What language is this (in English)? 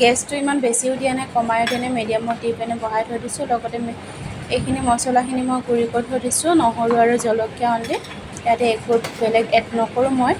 Assamese